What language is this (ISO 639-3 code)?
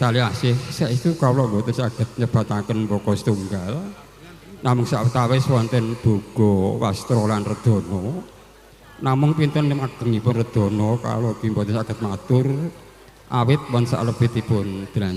jav